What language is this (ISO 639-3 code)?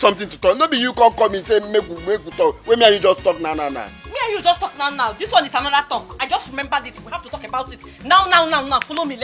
pcm